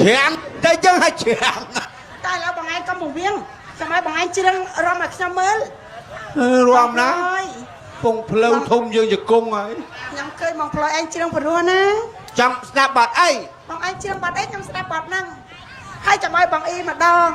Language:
Khmer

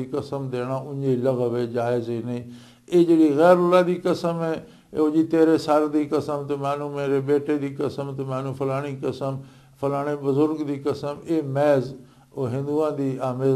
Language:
Western Panjabi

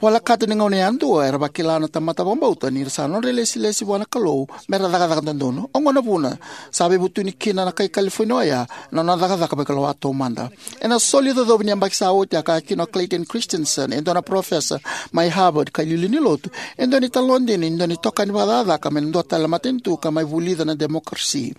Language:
Fijian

